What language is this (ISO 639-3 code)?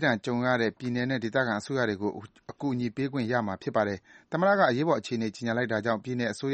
mya